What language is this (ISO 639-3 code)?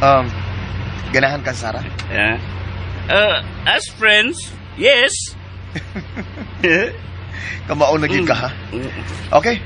ceb